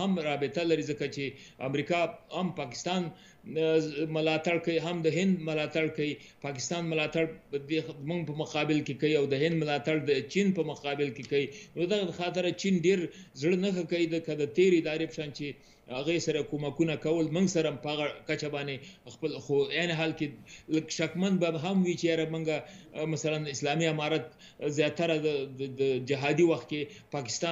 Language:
Pashto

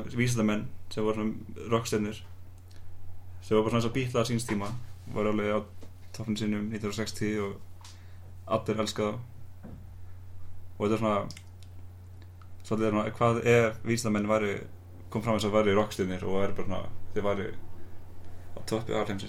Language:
Icelandic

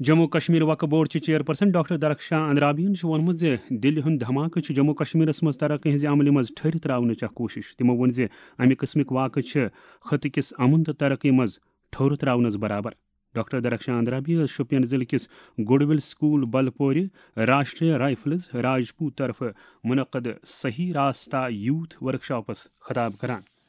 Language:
Kashmiri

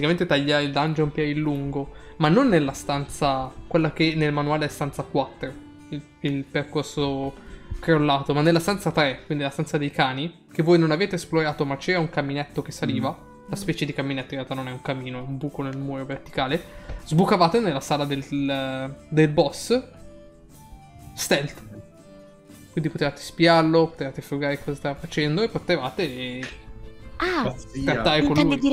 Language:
Italian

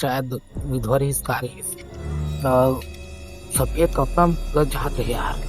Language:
Chhattisgarhi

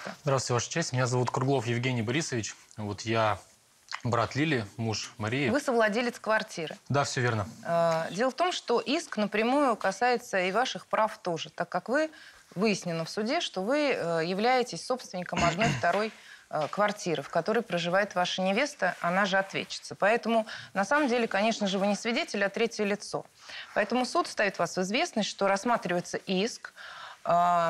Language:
Russian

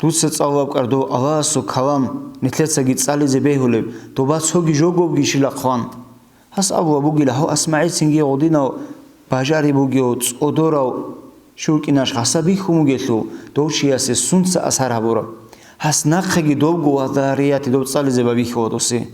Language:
Avaric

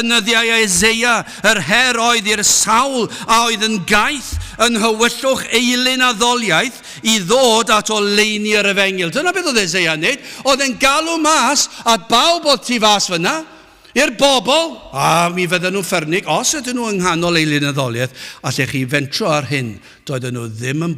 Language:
Welsh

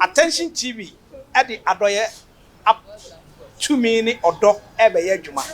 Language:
Akan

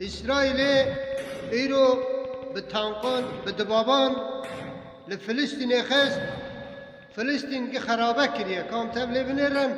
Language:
Kurdish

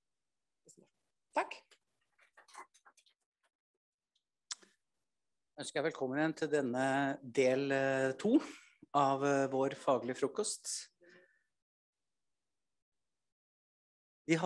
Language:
Norwegian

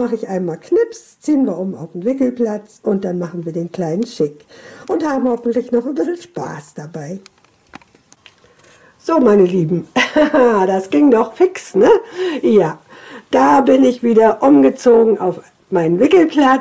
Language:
German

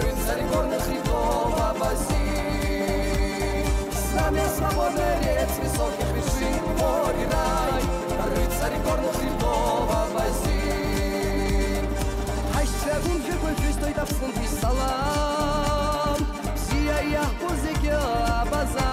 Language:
Abkhazian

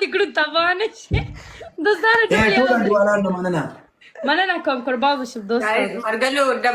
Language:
Pashto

